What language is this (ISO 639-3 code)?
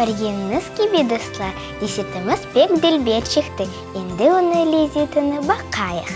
crh